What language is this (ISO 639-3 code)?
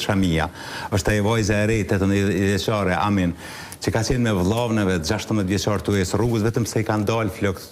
sqi